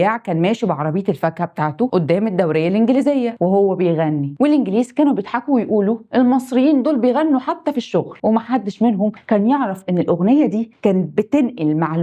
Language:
Egyptian Arabic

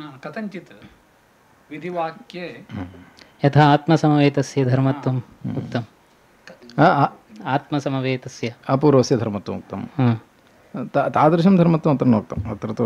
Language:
Sanskrit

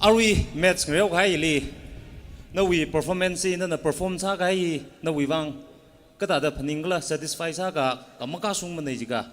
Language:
Tangkhul Naga (India)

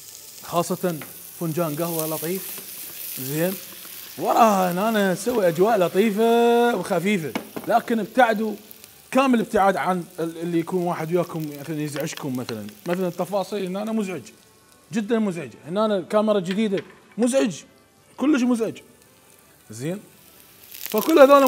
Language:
Mesopotamian Arabic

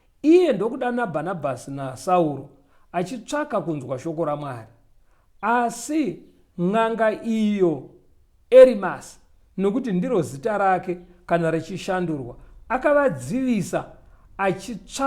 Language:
Shona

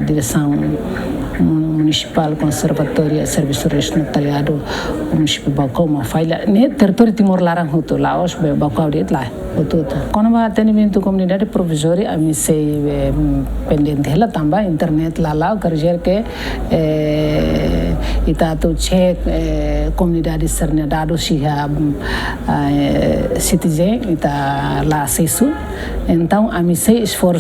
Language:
Tetum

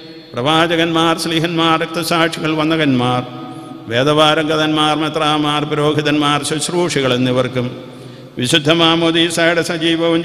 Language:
Malayalam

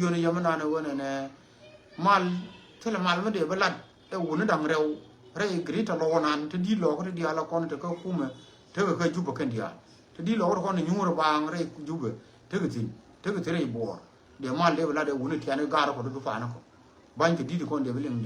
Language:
Nuer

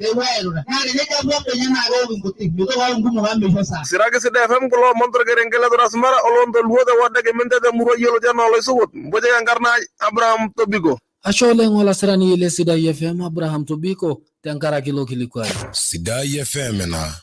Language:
Masai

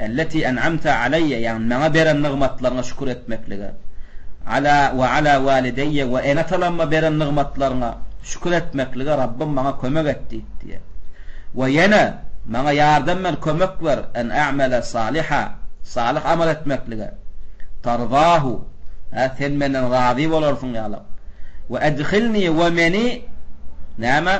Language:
Turkmen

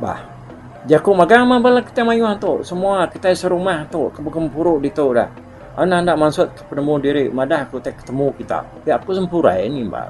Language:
Iban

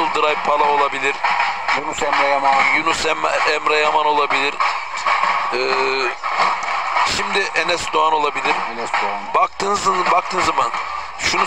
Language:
Turkish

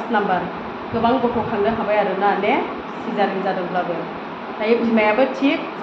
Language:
Bodo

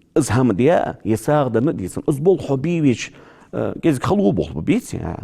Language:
Ingush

